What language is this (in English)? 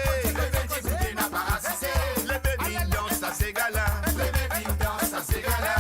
Morisyen